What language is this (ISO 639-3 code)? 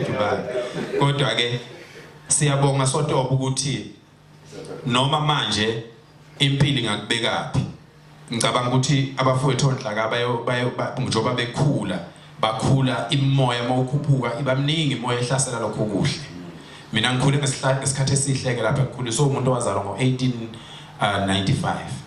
zul